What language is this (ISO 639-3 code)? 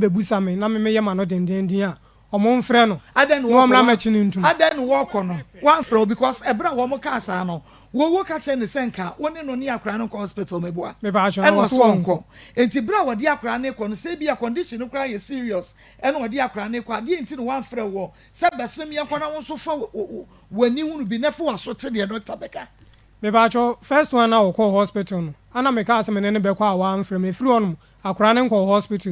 aka